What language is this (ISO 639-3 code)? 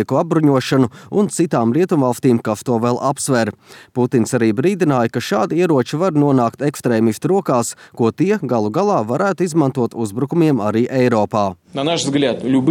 lav